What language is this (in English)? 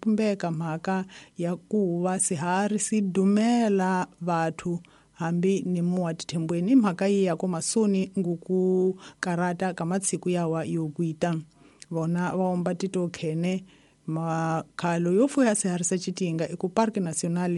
Tsonga